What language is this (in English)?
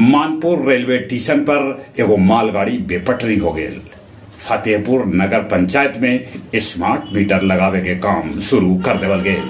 Magahi